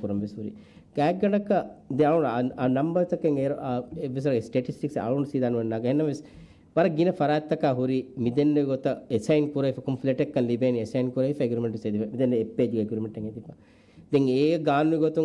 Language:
Divehi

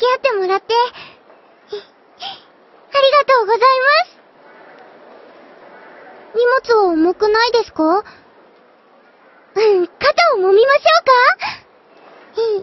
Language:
Japanese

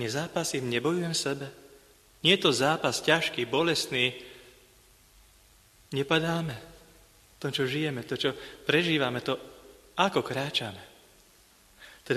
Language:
Slovak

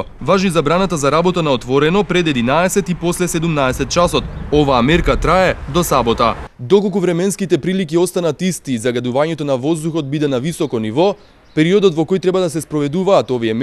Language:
Macedonian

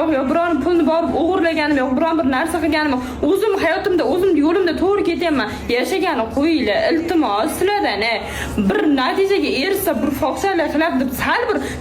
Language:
Uzbek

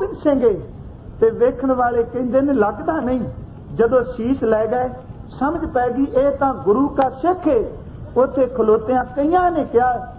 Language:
Punjabi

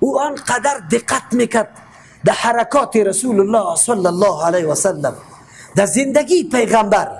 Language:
Persian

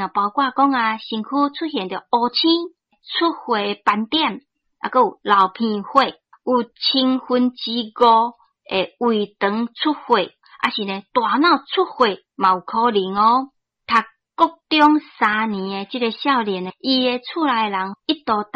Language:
Min Nan Chinese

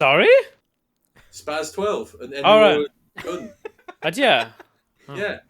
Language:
Welsh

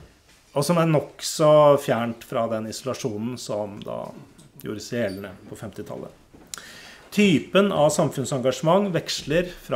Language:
Norwegian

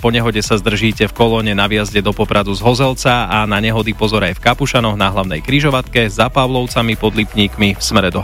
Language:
Slovak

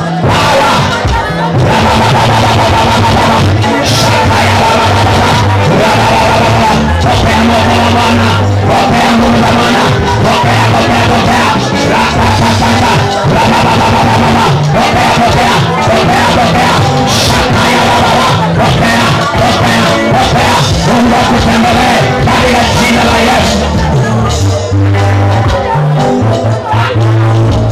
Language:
Swahili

